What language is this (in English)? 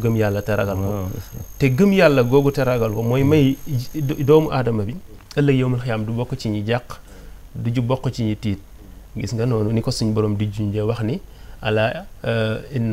Wolof